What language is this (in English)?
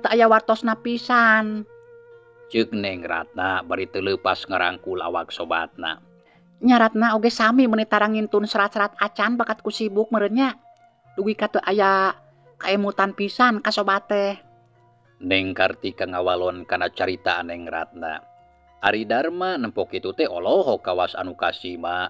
Sundanese